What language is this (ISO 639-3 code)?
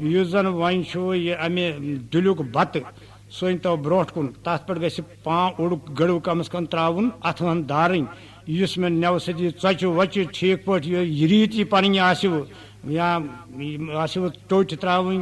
kas